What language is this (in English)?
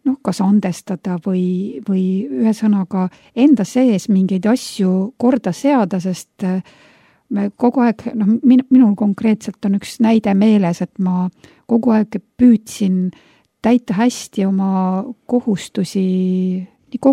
Estonian